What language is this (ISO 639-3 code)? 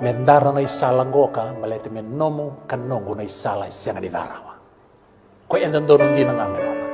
fij